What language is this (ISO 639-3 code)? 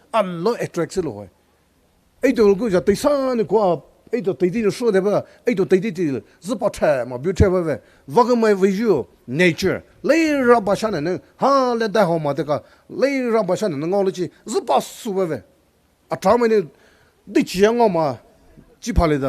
pmx